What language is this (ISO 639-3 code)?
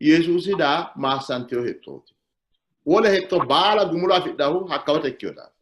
sid